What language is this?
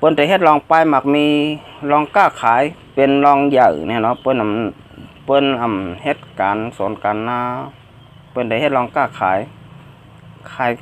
Shan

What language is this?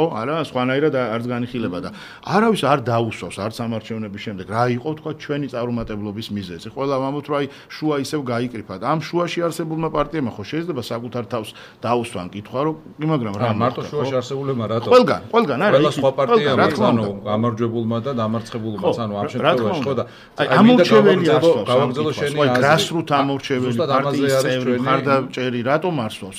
Georgian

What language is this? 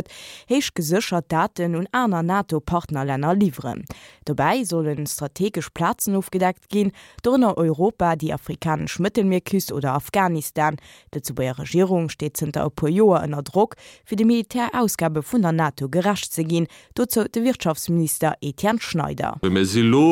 Luxembourgish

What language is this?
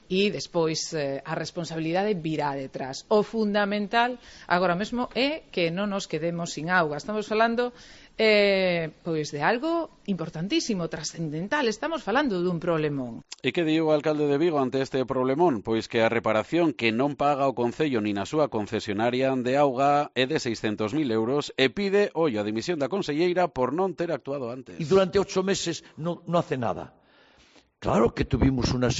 Galician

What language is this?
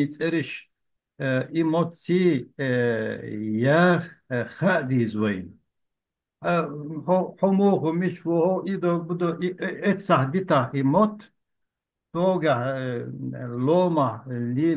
Chechen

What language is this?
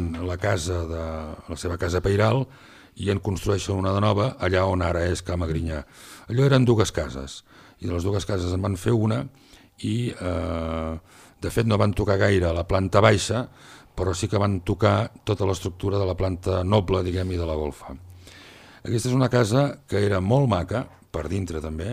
Catalan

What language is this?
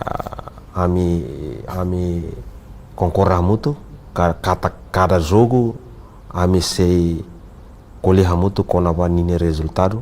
Tetum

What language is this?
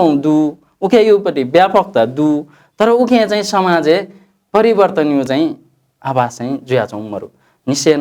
Newari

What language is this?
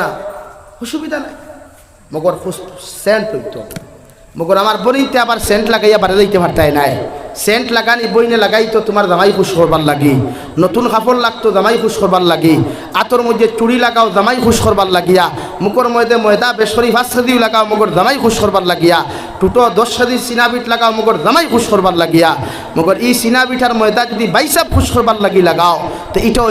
Sylheti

